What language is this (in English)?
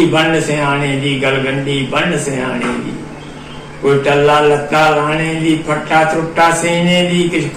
Dogri